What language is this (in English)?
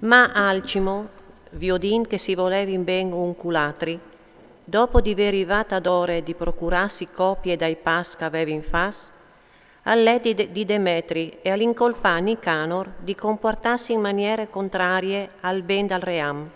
Friulian